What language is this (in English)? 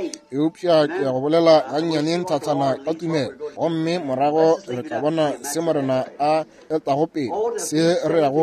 Northern Sotho